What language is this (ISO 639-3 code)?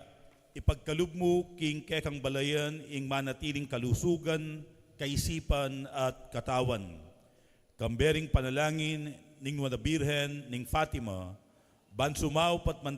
pam